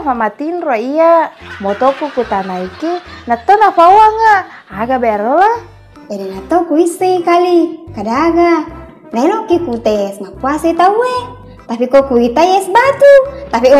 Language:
Buginese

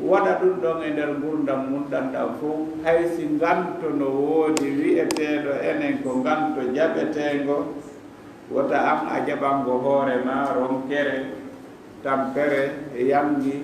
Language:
Fula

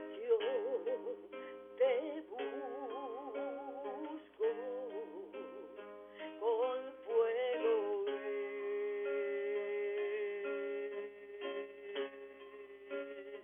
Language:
Spanish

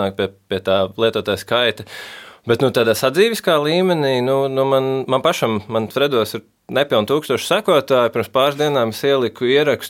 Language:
Latvian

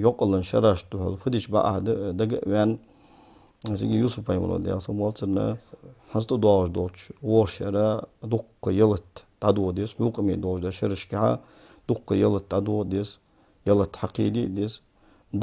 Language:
Ingush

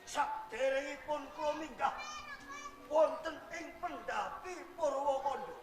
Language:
Javanese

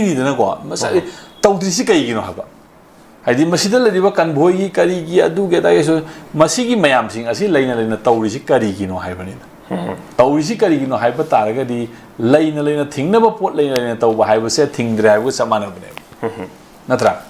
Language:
Manipuri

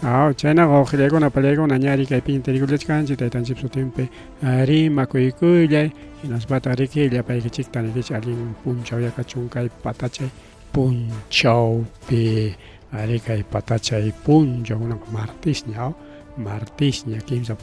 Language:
Ayacucho Quechua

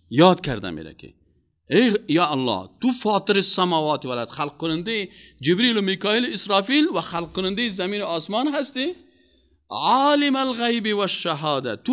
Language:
Persian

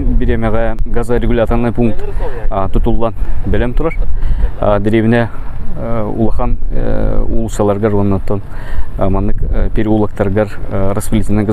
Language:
Yakut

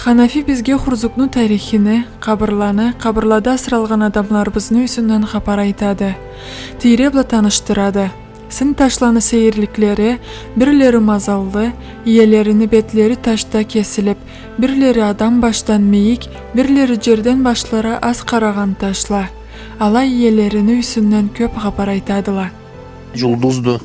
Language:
Karachay-Balkar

